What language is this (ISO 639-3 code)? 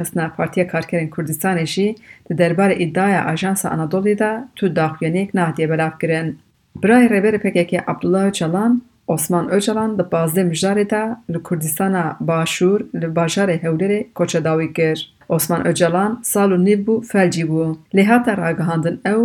kur